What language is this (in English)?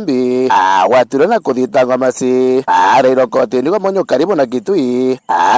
Meru